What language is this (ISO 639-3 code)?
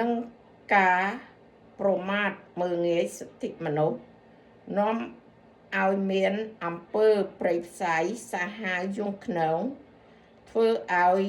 khm